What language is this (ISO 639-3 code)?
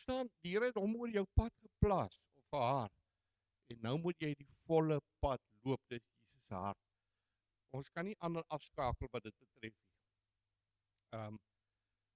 afr